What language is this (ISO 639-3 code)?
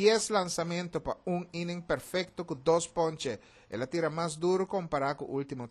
pap